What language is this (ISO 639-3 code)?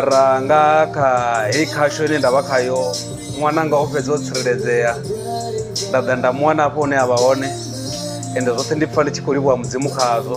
ven